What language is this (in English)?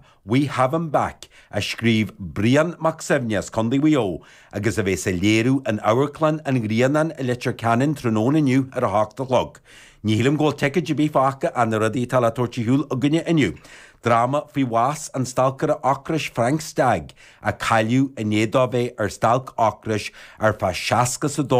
Irish